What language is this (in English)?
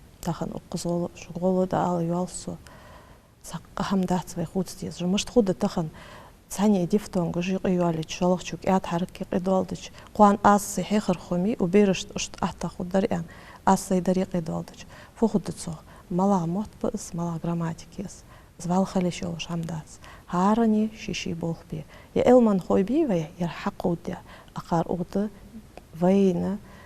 Ingush